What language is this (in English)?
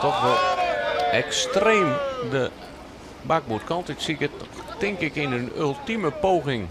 Western Frisian